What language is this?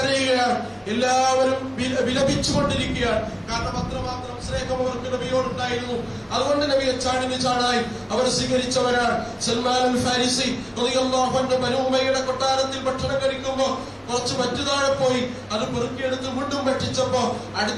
Malayalam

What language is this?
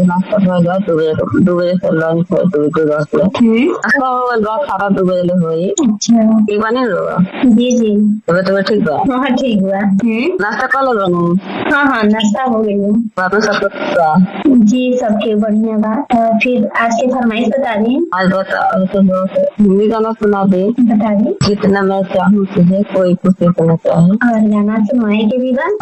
Bhojpuri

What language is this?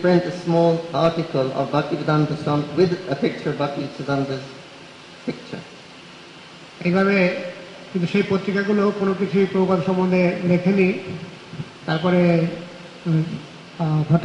Bangla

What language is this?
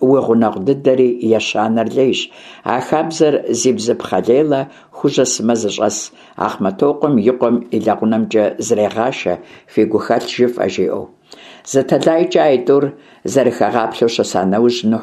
Kabardian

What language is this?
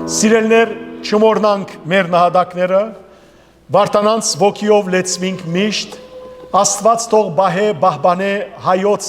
Western Armenian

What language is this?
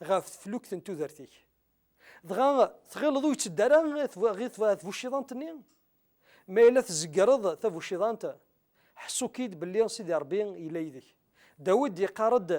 Kabyle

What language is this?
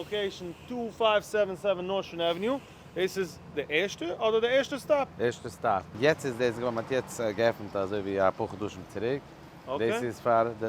Yiddish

